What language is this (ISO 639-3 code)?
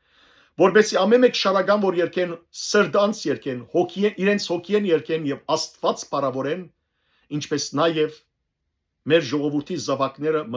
hyw